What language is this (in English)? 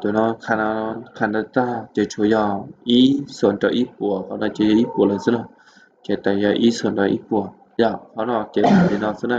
Hmong